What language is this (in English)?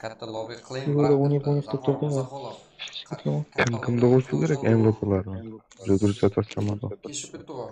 Kara-Kalpak